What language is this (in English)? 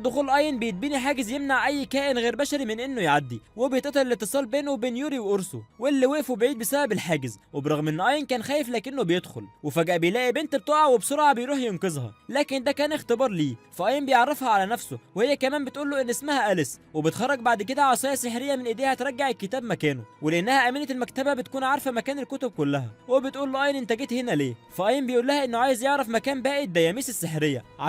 Egyptian Arabic